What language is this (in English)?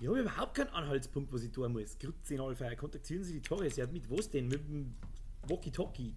Bavarian